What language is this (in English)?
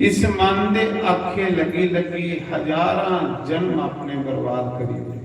Dogri